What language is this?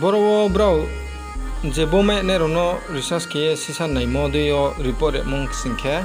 Riang (India)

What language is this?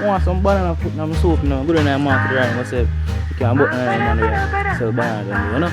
Jamaican Creole English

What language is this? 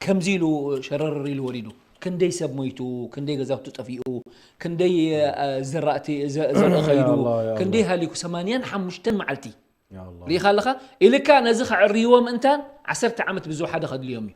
Tigrinya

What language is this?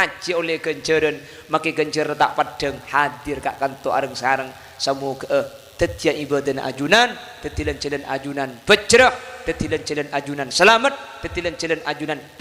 Madurese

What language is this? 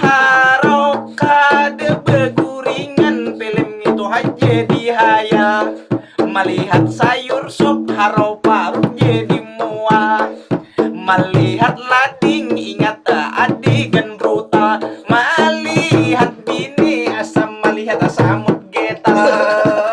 Banjar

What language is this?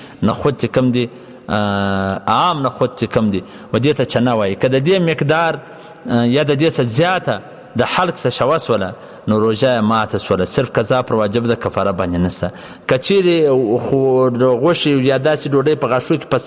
Pashto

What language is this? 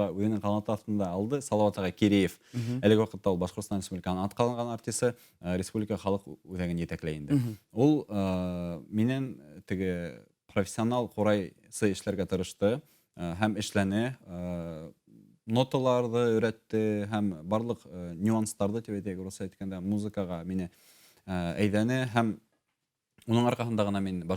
Bashkir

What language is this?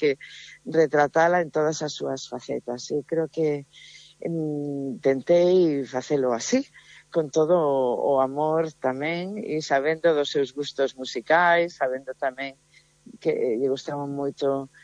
Galician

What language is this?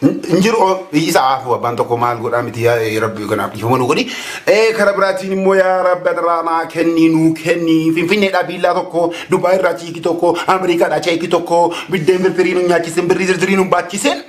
Oromo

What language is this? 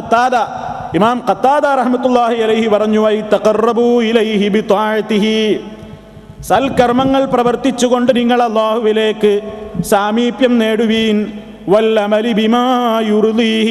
Malayalam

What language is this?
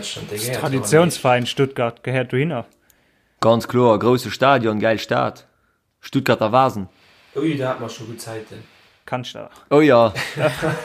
Luxembourgish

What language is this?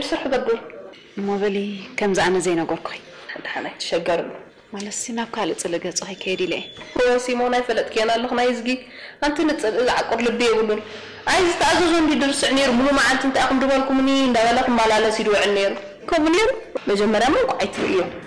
Tigrinya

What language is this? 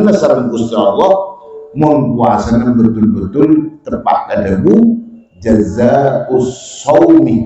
Madurese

